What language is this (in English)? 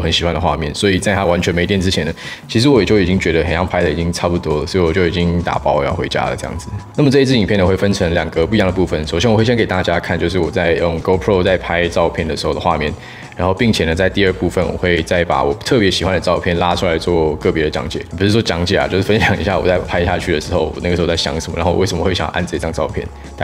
Chinese